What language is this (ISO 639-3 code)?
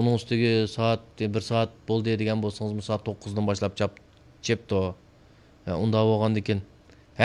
uig